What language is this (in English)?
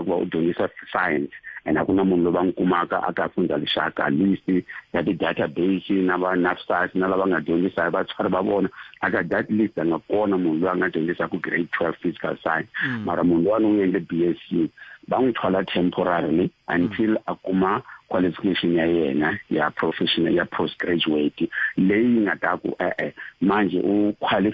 Tsonga